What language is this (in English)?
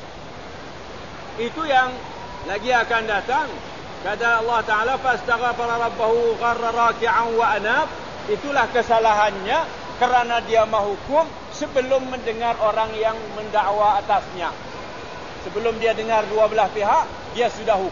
Malay